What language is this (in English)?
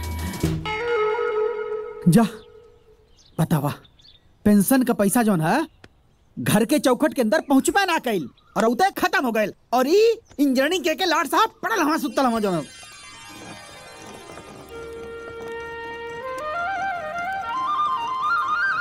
Bhojpuri